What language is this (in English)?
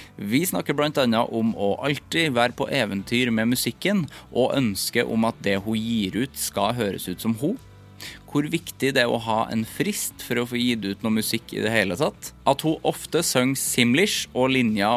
Norwegian